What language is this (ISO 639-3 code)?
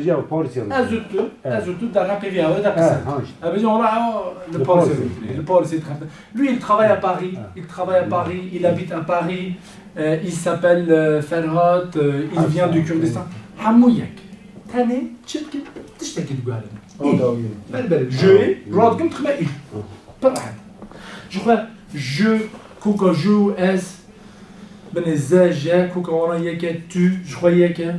kur